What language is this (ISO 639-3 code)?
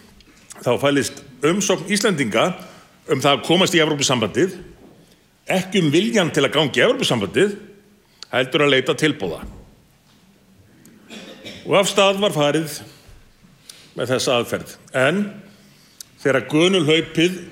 isl